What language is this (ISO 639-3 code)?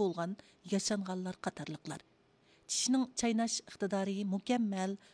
uig